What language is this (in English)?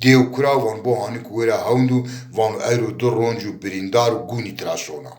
Zaza